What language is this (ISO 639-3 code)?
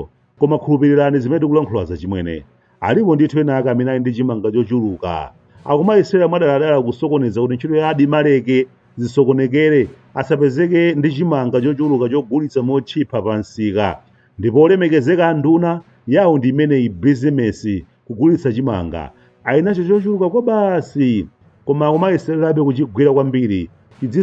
nya